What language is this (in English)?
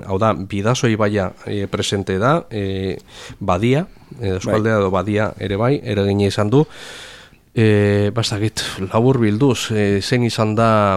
Basque